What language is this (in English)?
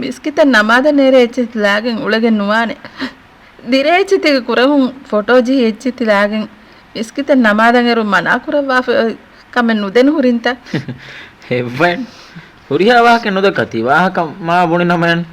Divehi